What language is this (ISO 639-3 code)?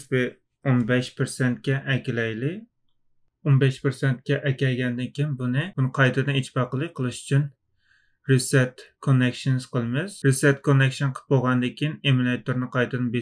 uig